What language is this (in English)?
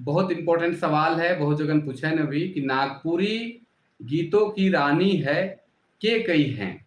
Sadri